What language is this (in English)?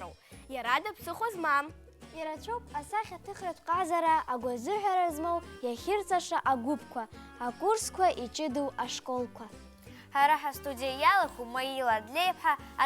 Abkhazian